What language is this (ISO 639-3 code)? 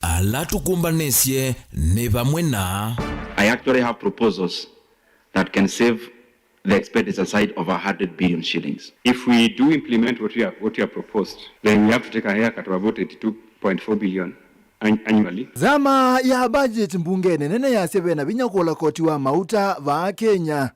kam